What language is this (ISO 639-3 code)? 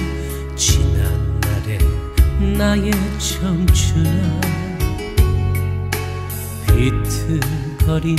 kor